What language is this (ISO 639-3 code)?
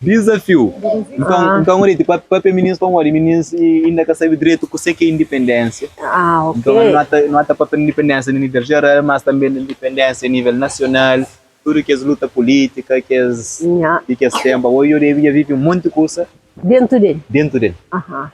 kea